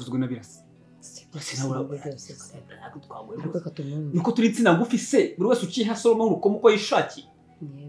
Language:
Kinyarwanda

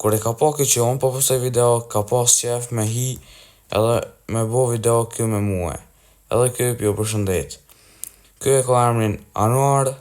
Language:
Albanian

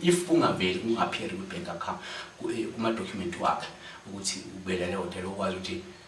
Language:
Zulu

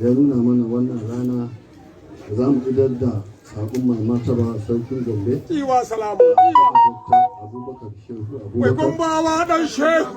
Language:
Hausa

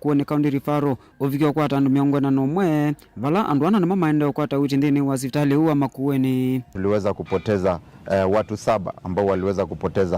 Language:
Kamba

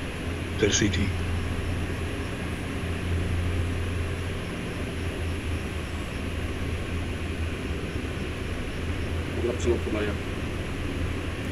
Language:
Polish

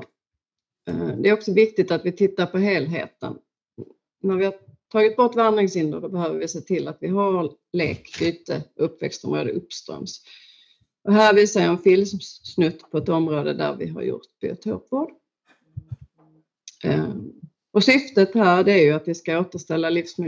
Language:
Swedish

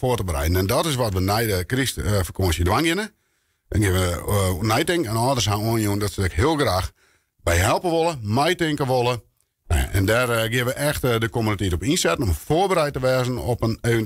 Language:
Western Frisian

